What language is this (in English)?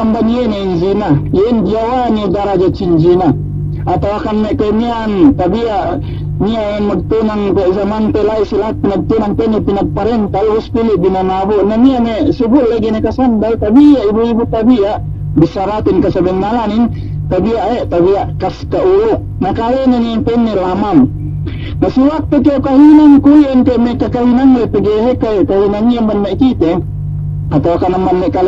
Yakan